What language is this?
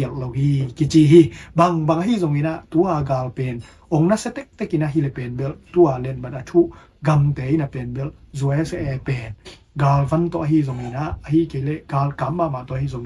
Tedim Chin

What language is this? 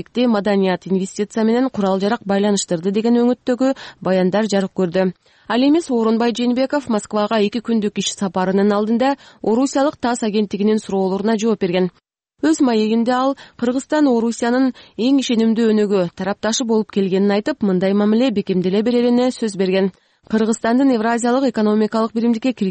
Kyrgyz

